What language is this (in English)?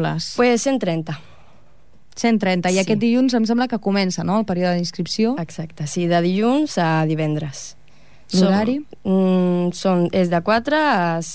Catalan